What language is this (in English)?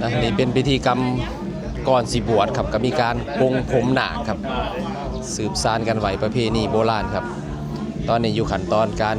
Northeastern Thai